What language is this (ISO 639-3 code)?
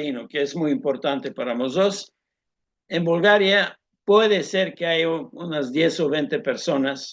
lad